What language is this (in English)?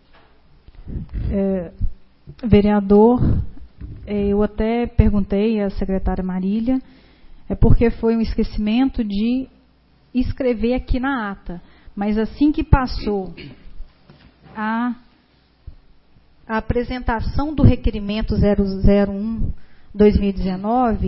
Portuguese